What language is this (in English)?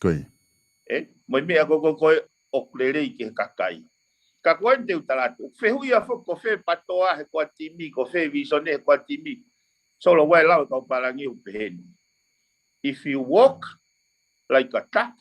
Tongan